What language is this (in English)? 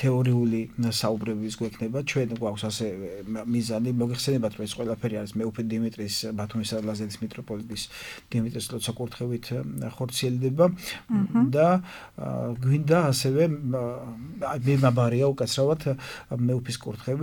Georgian